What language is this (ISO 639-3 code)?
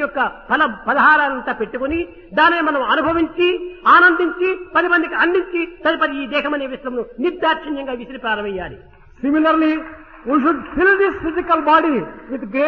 tel